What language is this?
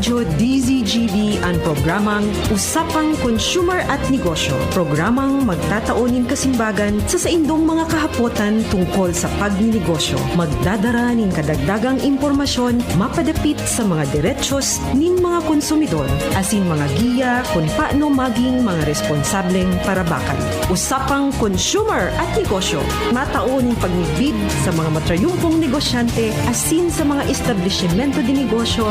Bikol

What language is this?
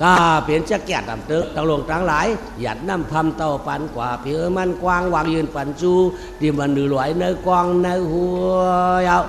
Shan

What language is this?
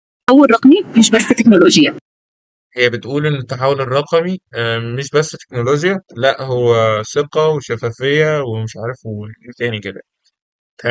Egyptian Arabic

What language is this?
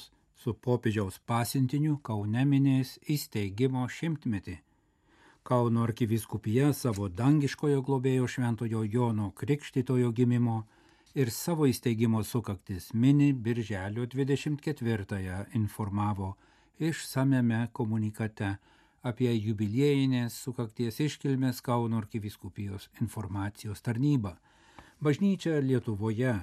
Lithuanian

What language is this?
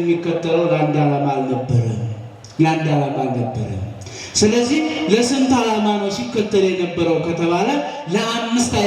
Amharic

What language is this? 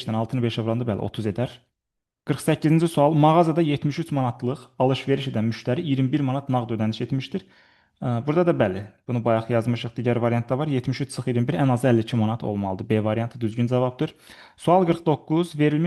Azerbaijani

